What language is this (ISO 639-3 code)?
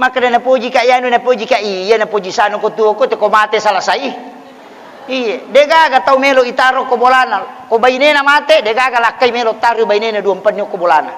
bug